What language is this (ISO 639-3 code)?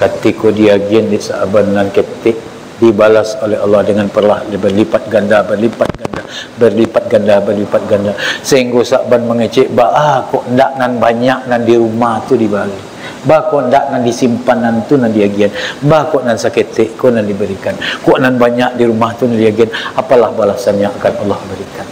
min